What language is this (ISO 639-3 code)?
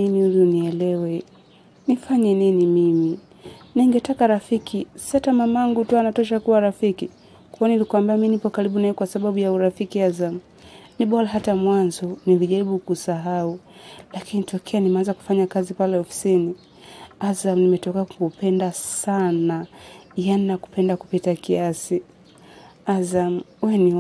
swa